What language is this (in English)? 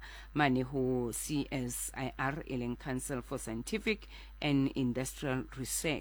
Southern Sotho